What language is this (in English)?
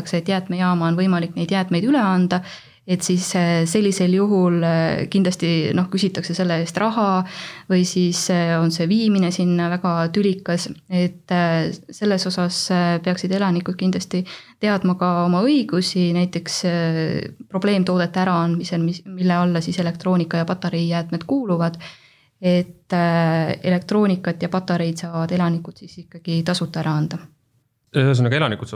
Estonian